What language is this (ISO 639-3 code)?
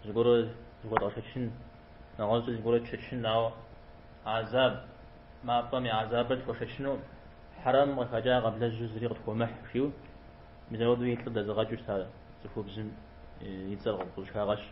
kbd